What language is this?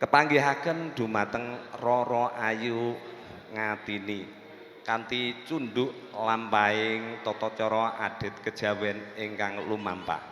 Javanese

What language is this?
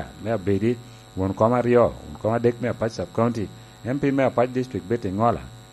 Lango (Uganda)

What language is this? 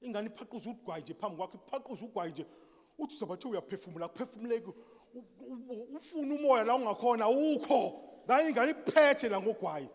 Zulu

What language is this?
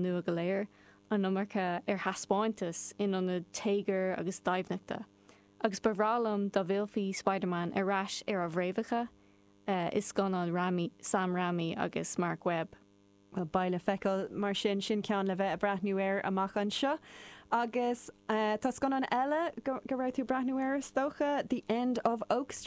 Irish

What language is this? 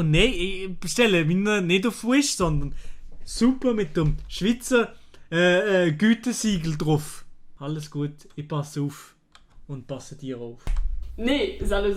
Swiss German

